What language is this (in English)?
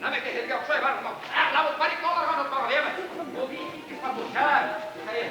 Bashkir